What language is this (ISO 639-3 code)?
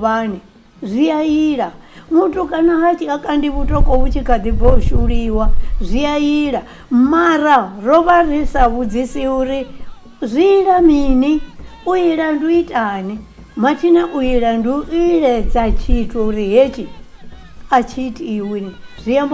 ven